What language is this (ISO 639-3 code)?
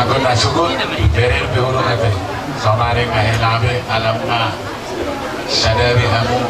bbc